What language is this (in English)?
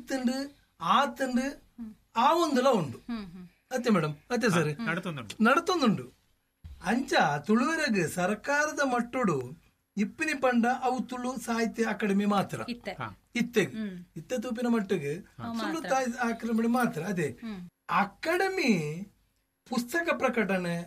Tulu